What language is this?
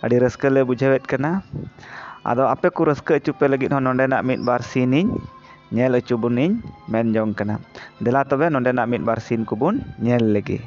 Santali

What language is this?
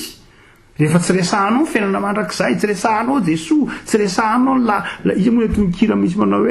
Malagasy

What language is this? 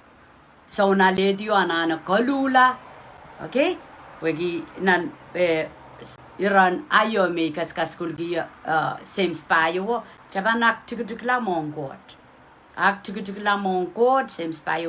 Pohnpeian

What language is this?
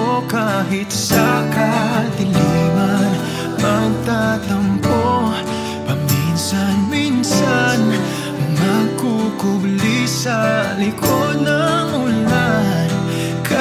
Filipino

